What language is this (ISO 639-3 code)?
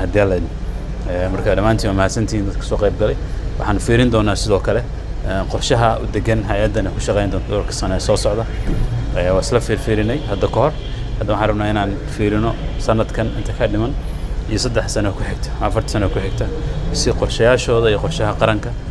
som